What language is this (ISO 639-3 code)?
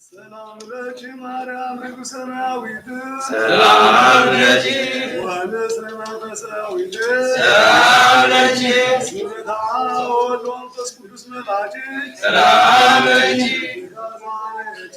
gez